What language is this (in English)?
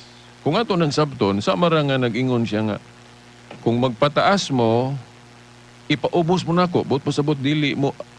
Cebuano